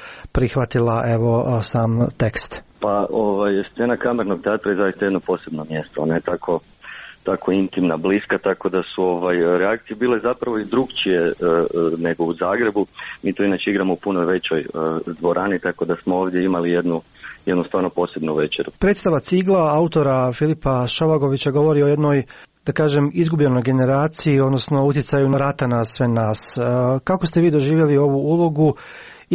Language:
Croatian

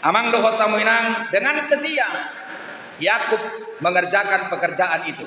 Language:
Batak Toba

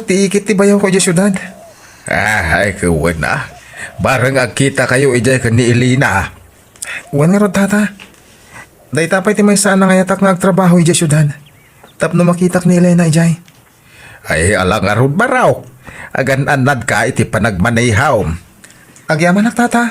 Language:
Iloko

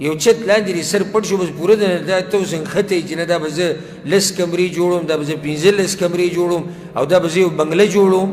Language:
Pashto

